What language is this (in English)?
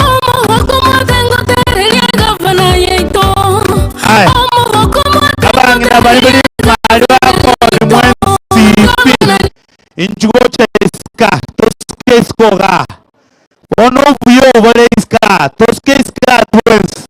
Gusii